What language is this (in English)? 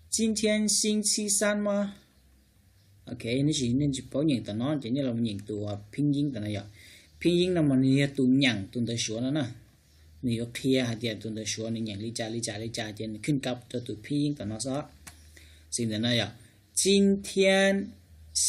Hmong